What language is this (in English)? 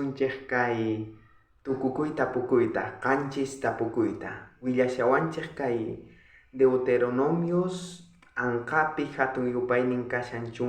South Bolivian Quechua